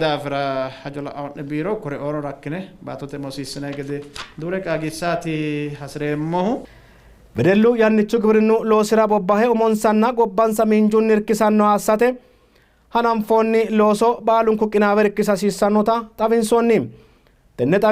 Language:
Sidamo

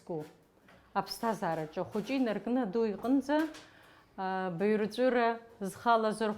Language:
Abkhazian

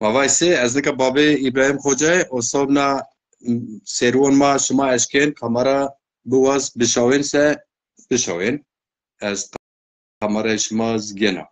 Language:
Zaza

